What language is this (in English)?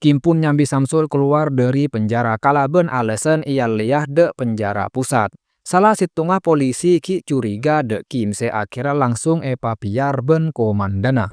Madurese